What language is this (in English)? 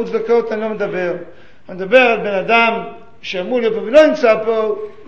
Hebrew